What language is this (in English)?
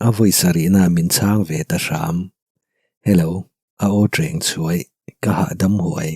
Mizo